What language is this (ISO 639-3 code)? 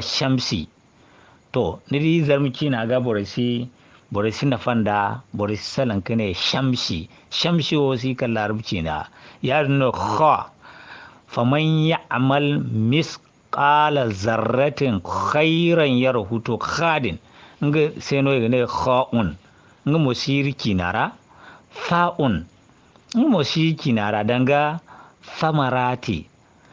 dje